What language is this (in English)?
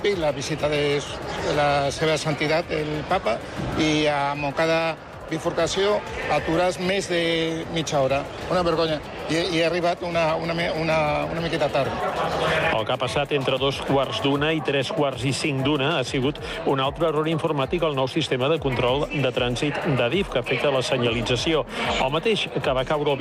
Catalan